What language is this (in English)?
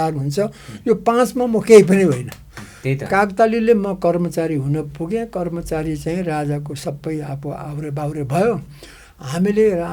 Nepali